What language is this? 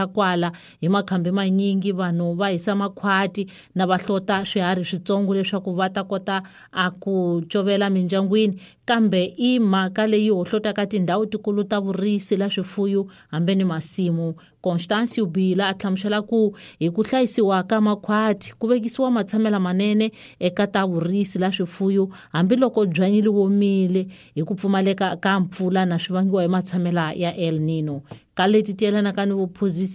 Tsonga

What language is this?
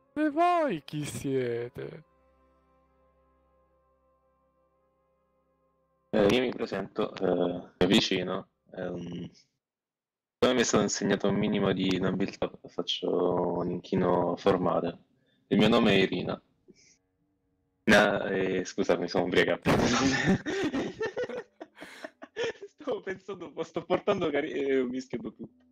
Italian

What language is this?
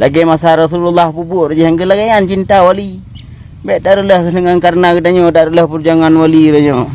Achinese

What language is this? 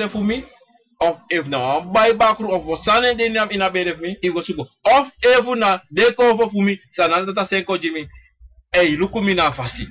Sranan Tongo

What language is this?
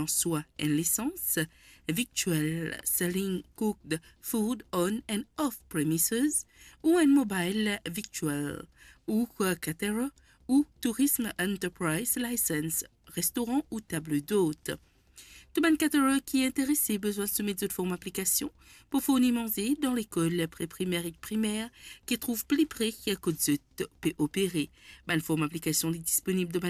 Morisyen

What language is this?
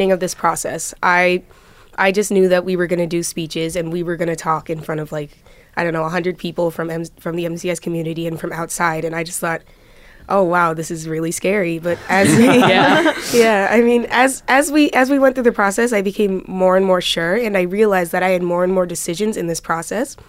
English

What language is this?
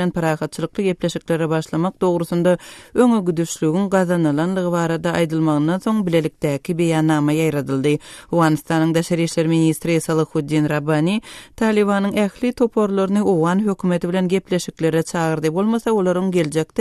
Turkmen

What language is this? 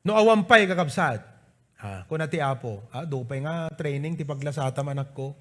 Iloko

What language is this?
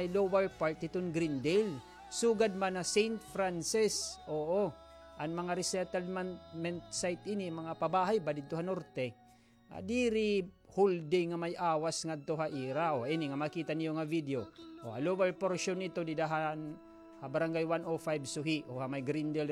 Waray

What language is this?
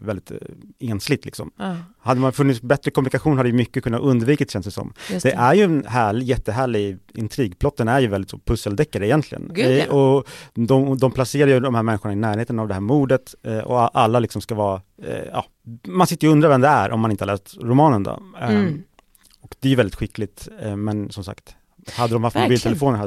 Swedish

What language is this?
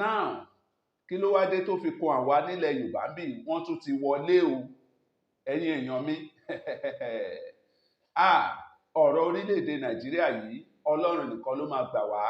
Yoruba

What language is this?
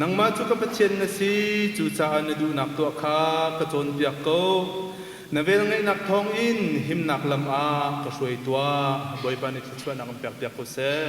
Hakha Chin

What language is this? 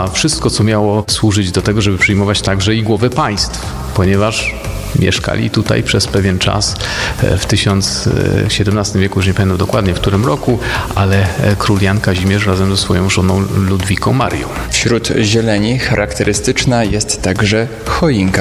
Polish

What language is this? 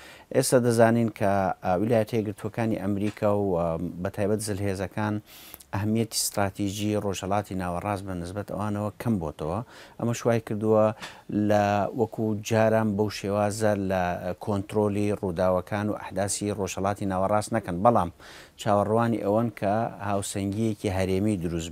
Central Kurdish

